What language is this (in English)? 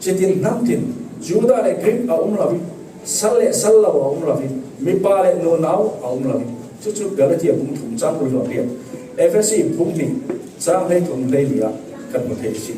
Falam Chin